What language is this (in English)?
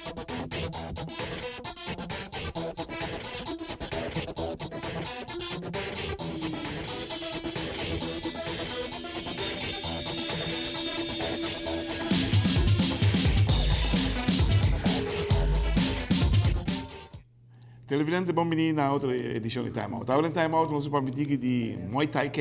Papiamento